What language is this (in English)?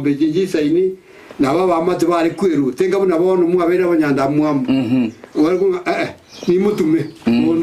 Gusii